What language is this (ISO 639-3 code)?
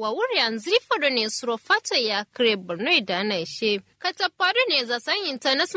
kau